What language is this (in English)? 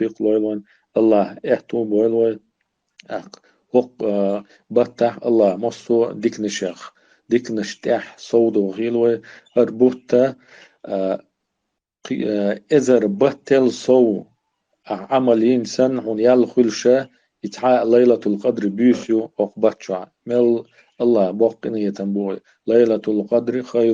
Chechen